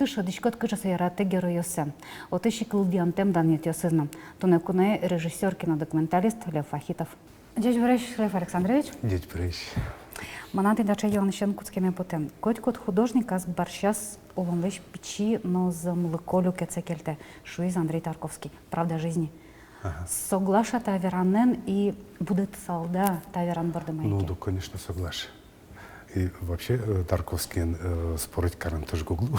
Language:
Udmurt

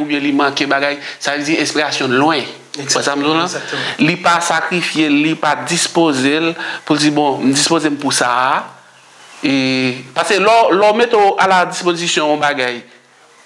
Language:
Haitian Creole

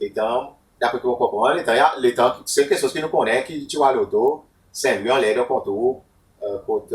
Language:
Seselwa Creole French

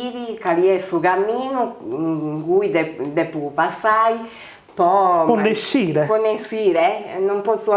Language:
Sardinian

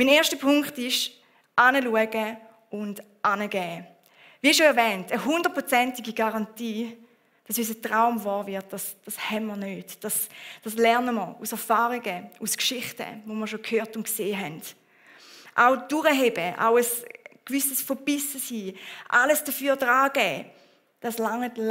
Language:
Swiss German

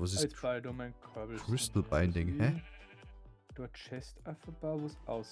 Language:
Bavarian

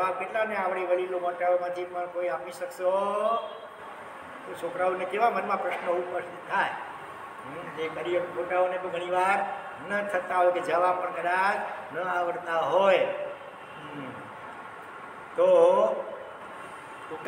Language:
Gujarati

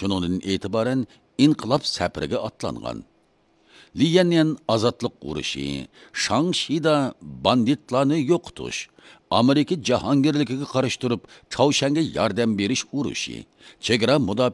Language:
Uyghur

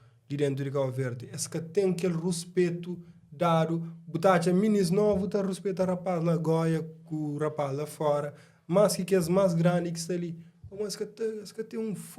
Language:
Kabuverdianu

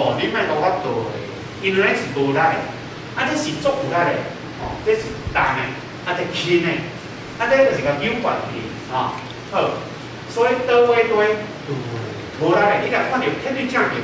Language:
Min Nan Chinese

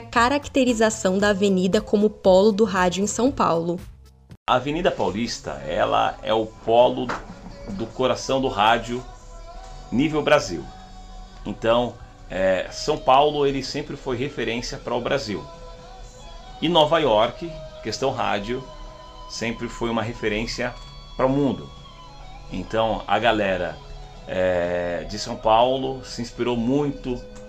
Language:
Portuguese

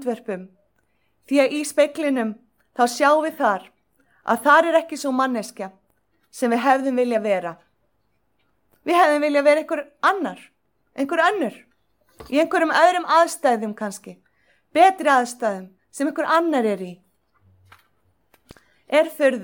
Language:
Icelandic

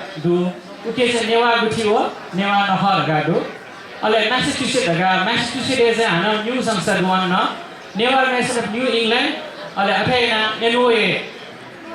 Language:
Newari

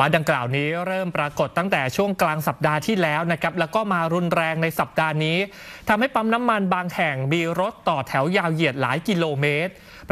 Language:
Thai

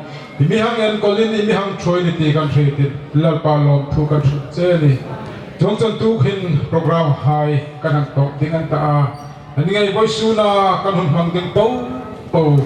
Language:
Hmar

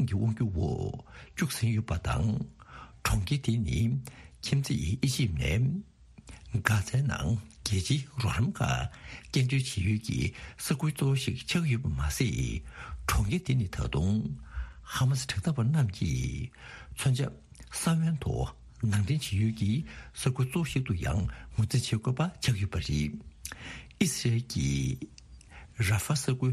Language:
Tibetan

